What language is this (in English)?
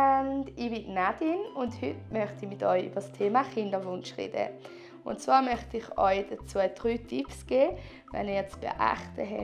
Swiss German